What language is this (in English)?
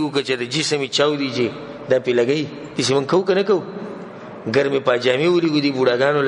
Pashto